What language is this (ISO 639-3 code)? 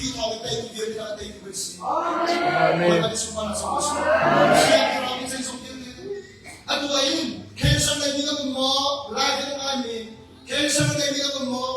cnh